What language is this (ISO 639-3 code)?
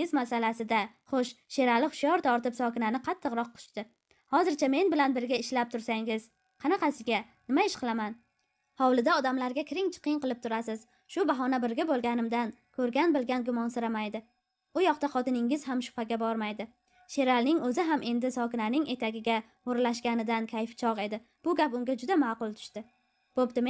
uzb